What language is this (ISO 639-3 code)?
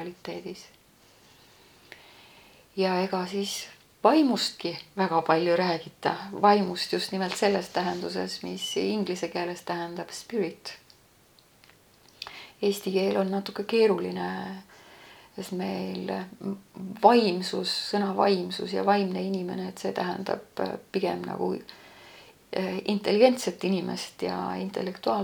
est